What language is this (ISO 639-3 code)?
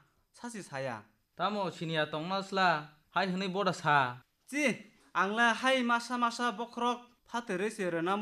trp